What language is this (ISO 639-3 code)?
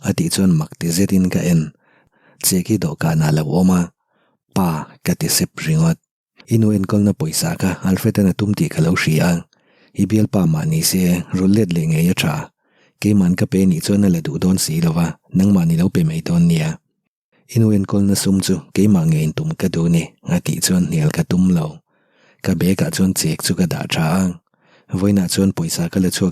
lus